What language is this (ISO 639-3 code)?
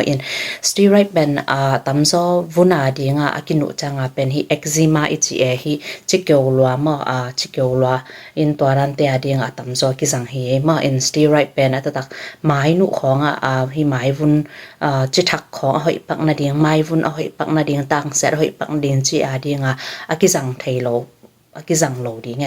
ctd